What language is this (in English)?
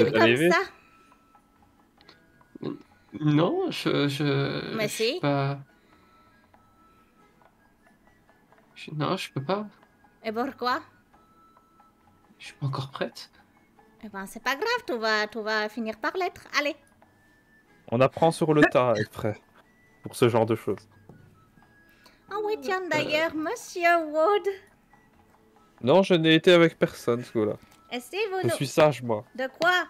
French